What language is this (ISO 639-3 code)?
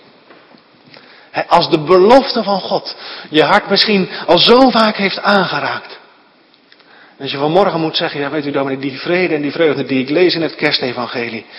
nld